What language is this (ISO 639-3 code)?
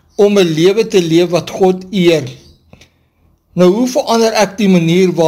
afr